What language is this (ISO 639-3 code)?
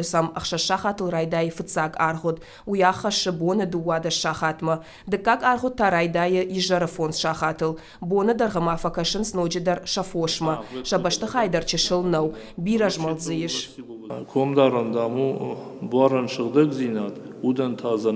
oss